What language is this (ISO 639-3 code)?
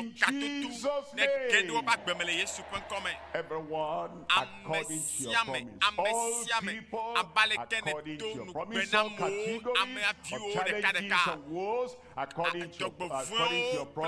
ewe